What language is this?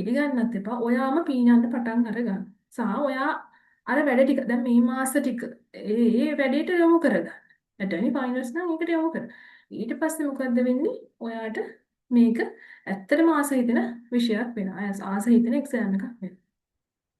Sinhala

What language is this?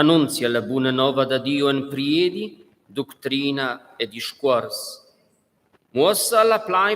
Romansh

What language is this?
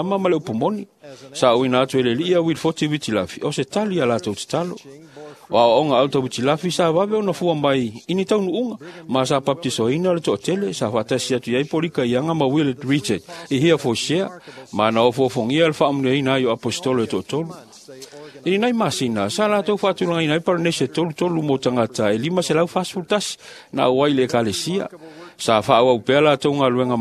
Samoan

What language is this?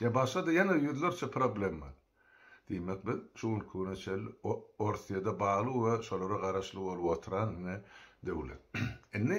Turkmen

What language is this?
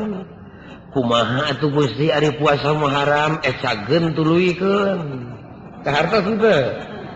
Sundanese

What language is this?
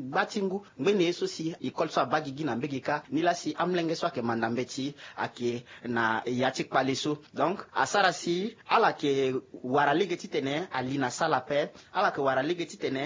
Sango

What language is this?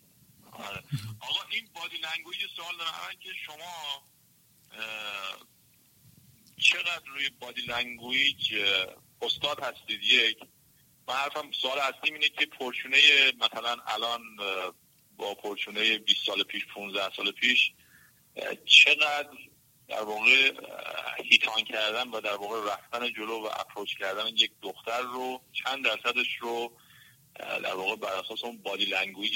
Persian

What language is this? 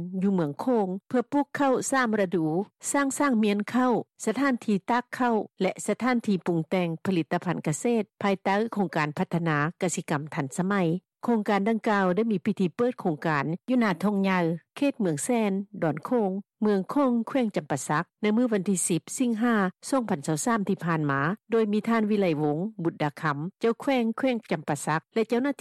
Lao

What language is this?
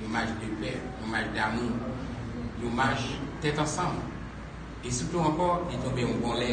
Haitian Creole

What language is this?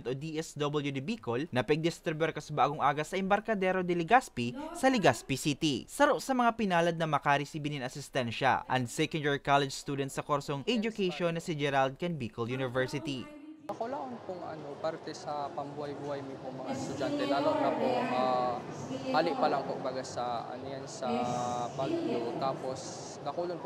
Bikol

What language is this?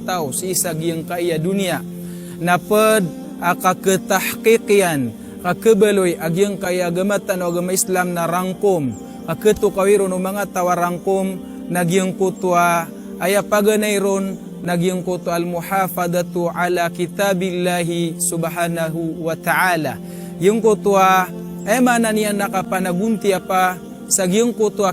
Maranao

